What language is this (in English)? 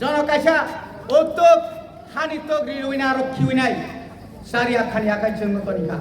Kok Borok